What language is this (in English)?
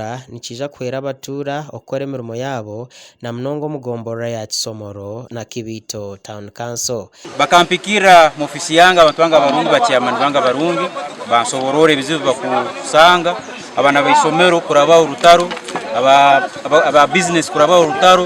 Nyankole